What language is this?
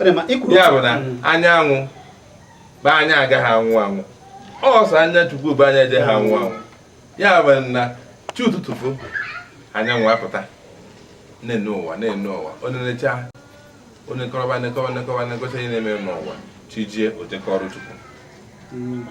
Igbo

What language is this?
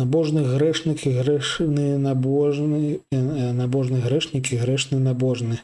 Belarusian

